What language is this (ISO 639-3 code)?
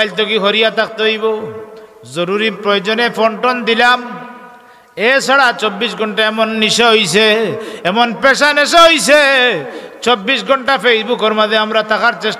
syl